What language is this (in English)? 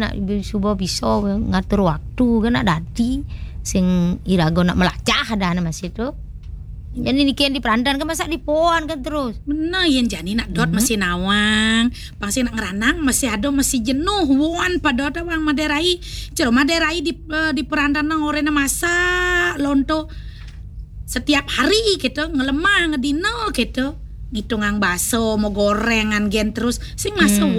Balinese